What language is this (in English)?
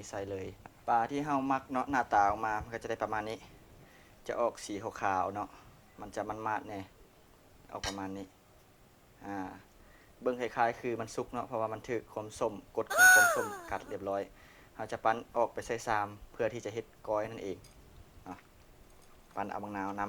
Lao